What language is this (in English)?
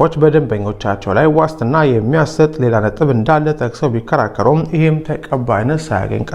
Amharic